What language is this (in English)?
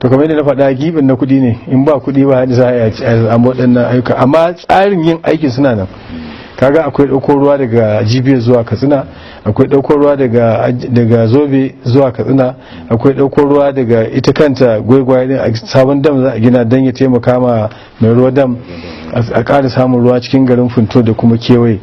Hausa